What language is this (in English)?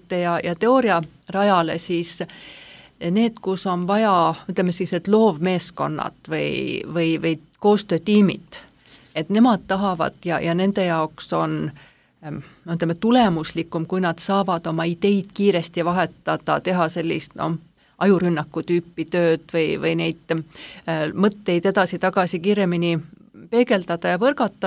Estonian